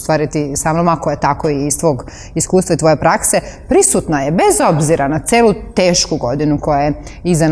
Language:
Serbian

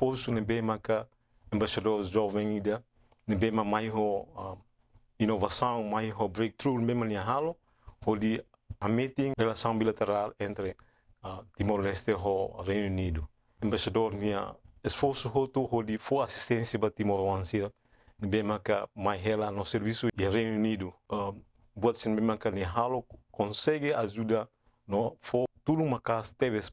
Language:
Tetum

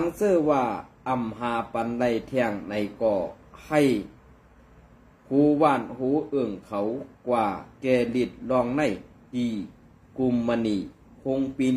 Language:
Shan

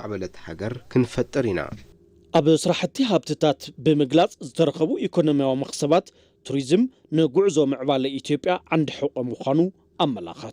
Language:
Tigrinya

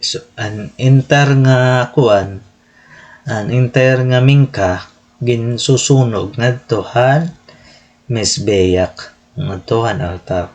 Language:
Waray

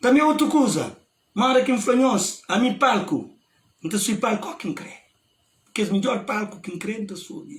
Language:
Kabuverdianu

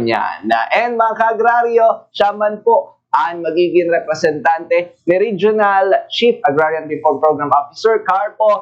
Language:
Bikol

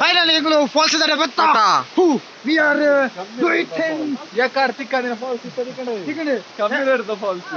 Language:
Tulu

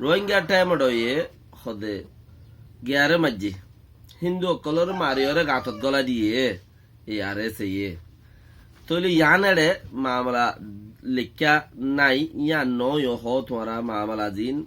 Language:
Rohingya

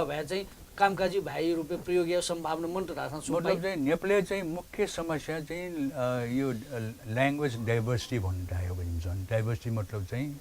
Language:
Newari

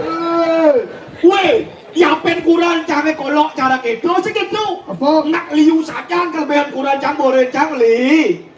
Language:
Balinese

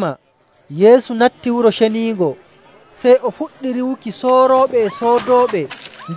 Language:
Nigerian Fulfulde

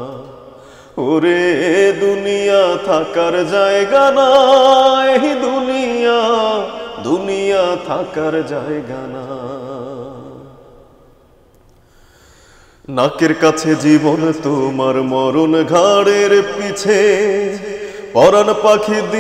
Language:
Bangla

